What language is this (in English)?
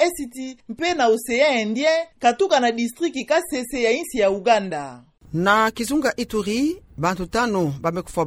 Kituba (Democratic Republic of Congo)